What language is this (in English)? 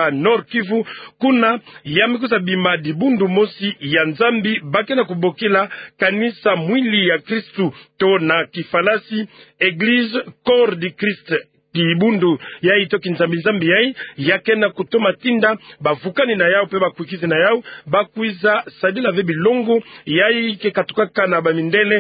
Kituba (Democratic Republic of Congo)